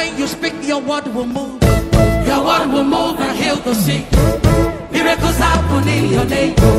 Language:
English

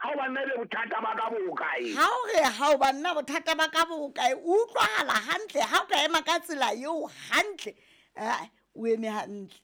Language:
Southern Sotho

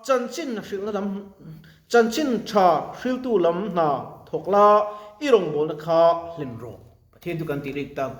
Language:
Mizo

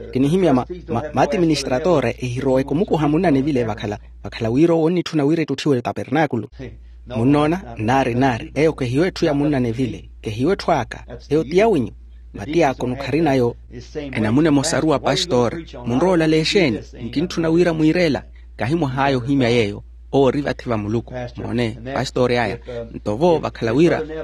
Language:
Makhuwa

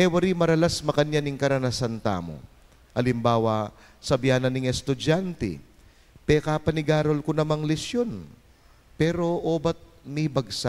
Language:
Pampanga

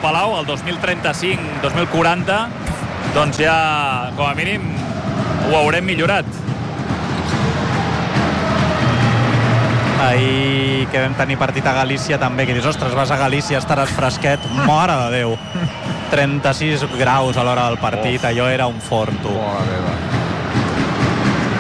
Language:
Catalan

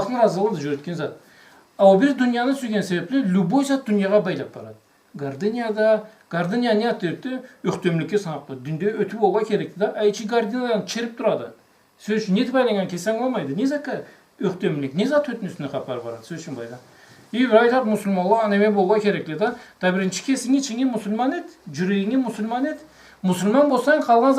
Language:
Karachay-Balkar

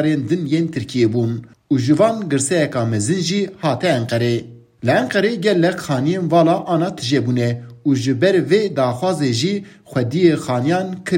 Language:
Kurdish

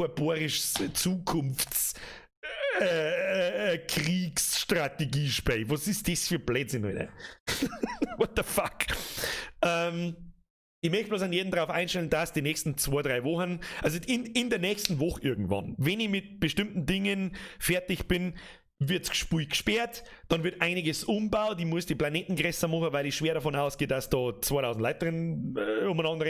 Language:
Bavarian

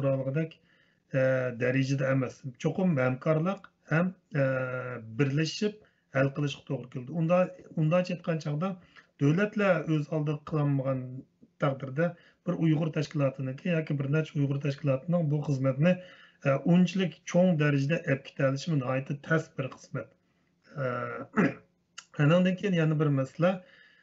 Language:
Uyghur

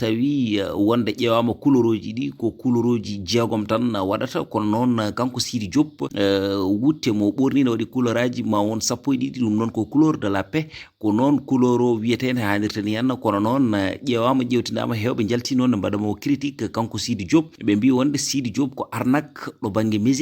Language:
Fula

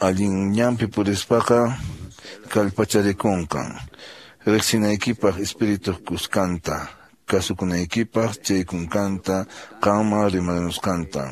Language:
Quechua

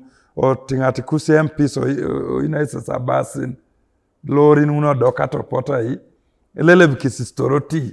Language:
Teso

